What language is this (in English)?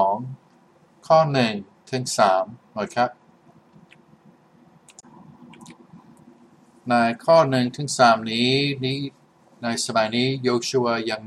Thai